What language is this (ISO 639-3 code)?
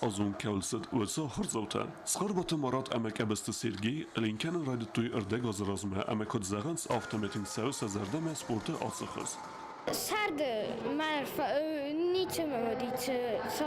oss